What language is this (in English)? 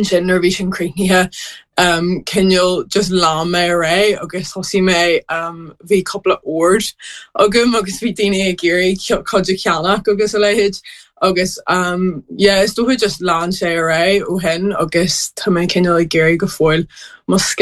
Irish